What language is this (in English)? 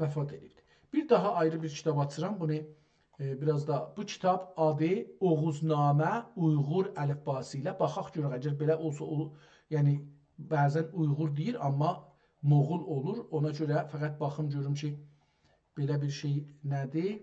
South Azerbaijani